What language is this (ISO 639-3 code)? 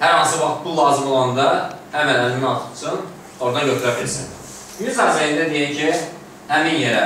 aze